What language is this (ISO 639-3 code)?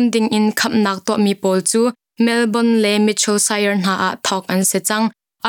cnh